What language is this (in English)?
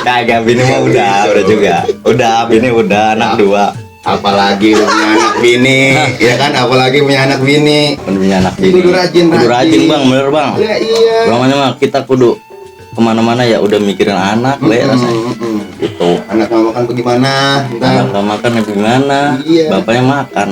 Betawi